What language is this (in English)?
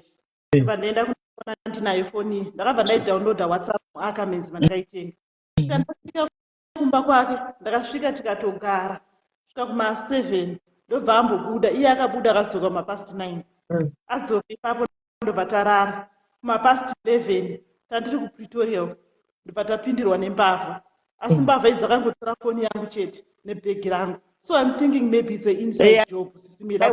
Shona